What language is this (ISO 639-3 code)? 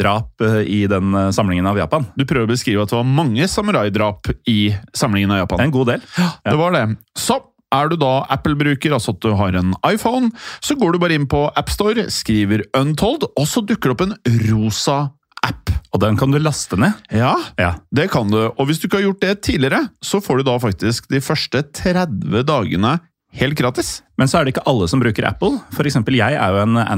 nor